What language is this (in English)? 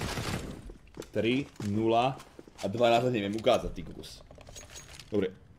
Slovak